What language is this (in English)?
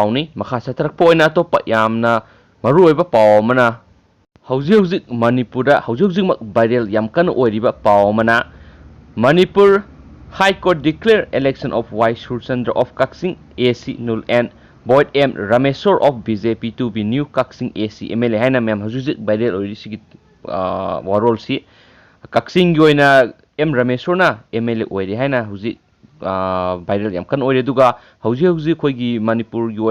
Manipuri